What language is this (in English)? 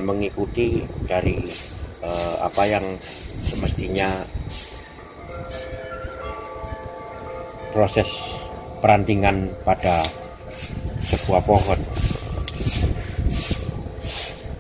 Indonesian